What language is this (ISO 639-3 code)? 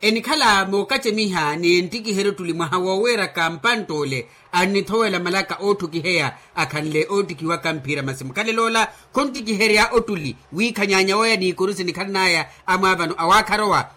vmw